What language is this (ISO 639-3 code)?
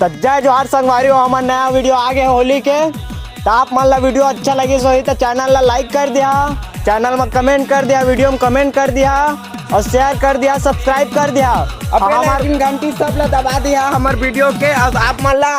hne